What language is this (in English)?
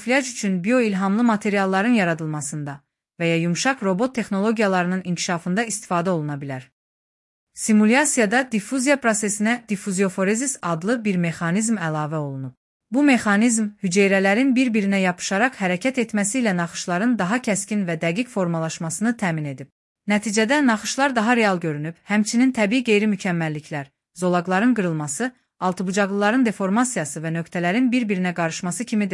Azerbaijani